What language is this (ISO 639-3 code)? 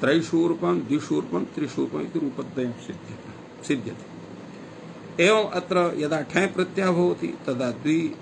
san